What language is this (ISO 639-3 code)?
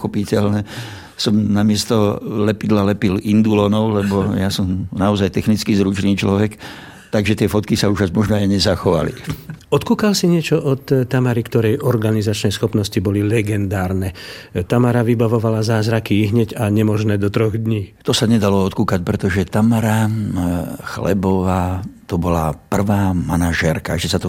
slk